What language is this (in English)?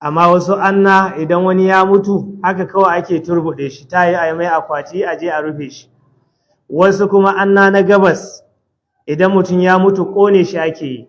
Hausa